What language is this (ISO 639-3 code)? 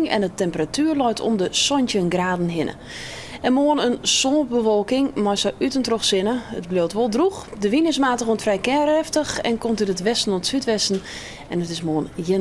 fry